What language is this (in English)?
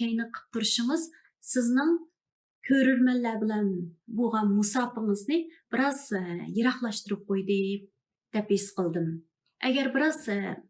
Uyghur